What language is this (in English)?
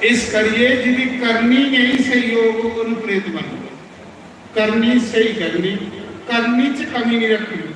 Dogri